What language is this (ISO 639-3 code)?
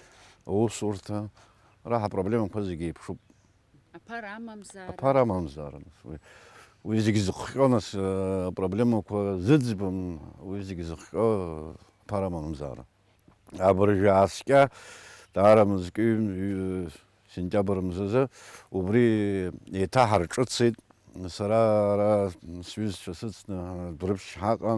abk